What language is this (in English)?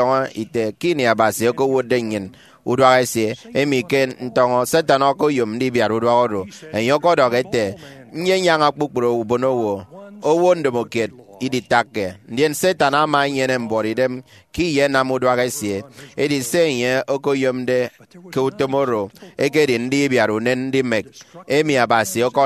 Efik